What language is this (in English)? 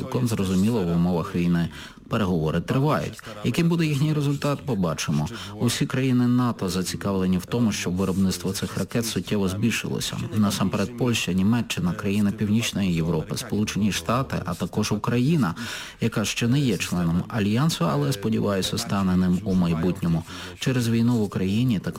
Ukrainian